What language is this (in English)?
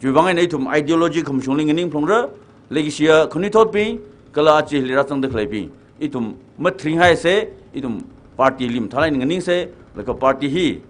Tangkhul Naga (India)